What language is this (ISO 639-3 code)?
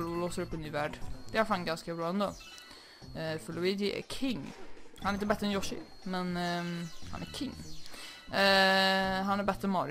swe